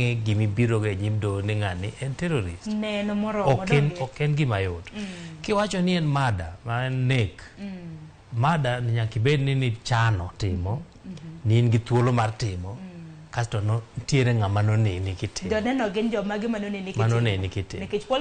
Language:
Luo (Kenya and Tanzania)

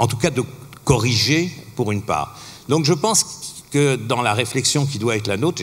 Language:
French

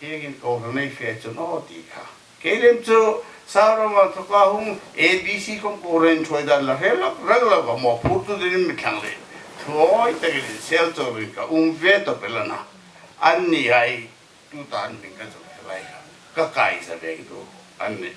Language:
Hmar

